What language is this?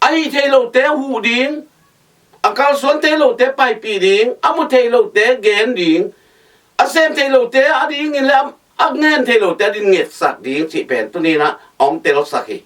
Tedim Chin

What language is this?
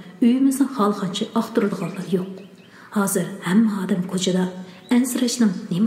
Uyghur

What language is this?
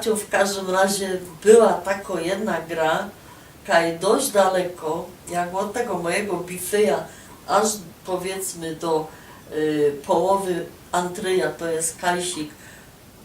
Silesian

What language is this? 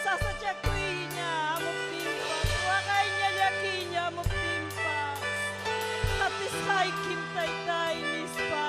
Ayacucho Quechua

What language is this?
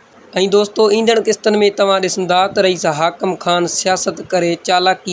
Sindhi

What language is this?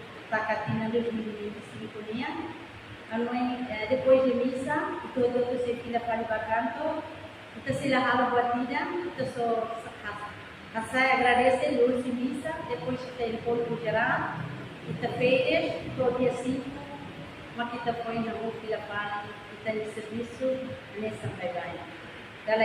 Tetum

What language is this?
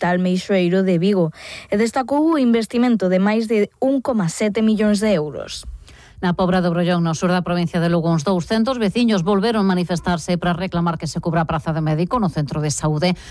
Galician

